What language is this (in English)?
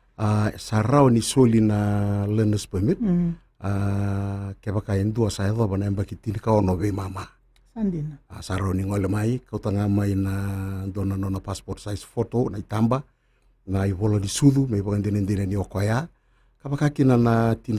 Fijian